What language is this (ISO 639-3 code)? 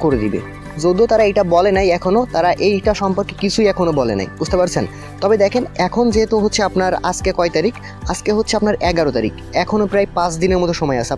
ben